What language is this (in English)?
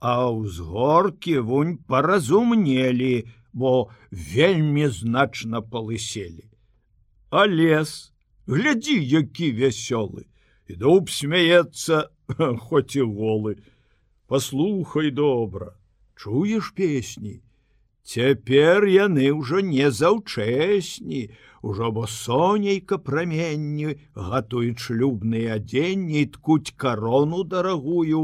Belarusian